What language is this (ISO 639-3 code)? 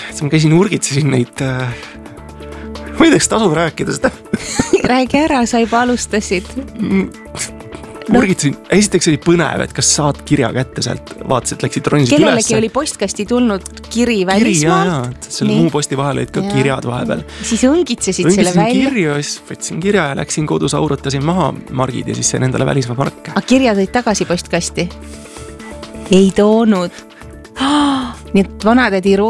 est